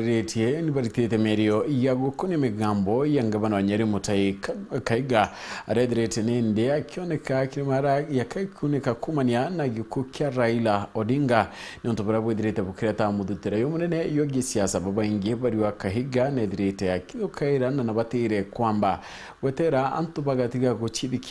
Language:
Meru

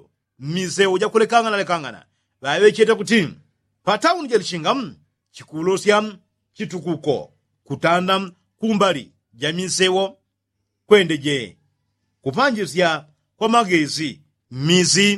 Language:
Yao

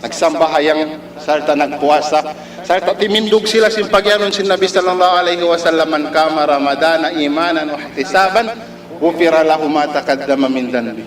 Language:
Tausug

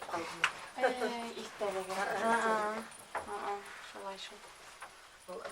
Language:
Bashkir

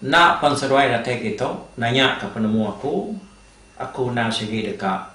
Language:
Iban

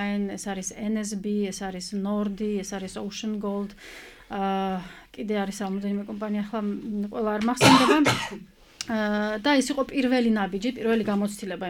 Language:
Georgian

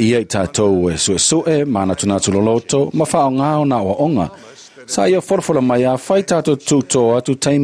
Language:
Samoan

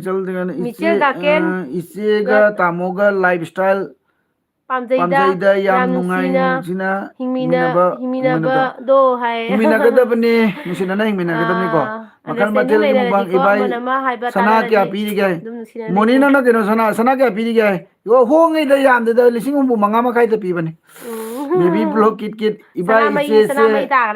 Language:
Manipuri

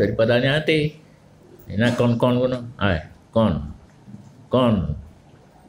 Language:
Achinese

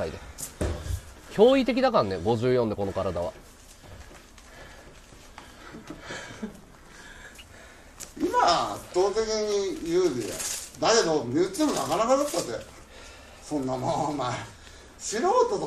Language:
Japanese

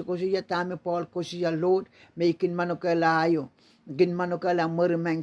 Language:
Pohnpeian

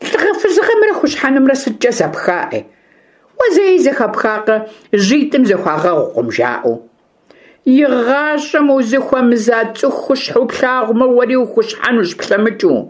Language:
Kabardian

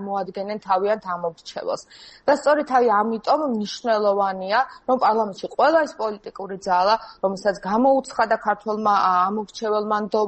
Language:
Georgian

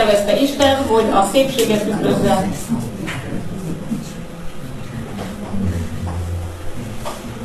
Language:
Hungarian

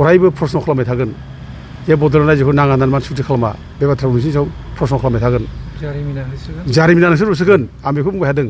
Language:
Bodo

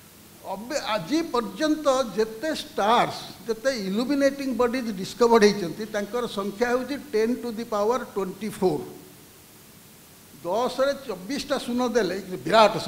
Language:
Odia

